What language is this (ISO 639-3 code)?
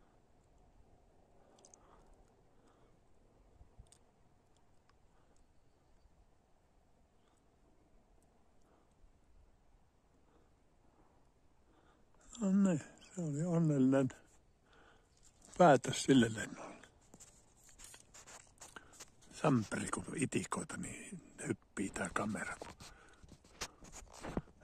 fin